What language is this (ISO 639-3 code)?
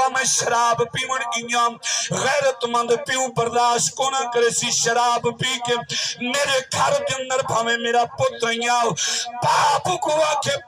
skr